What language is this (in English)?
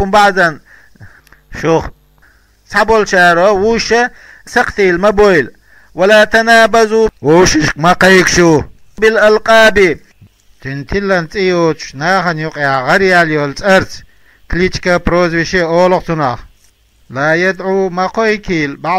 Chechen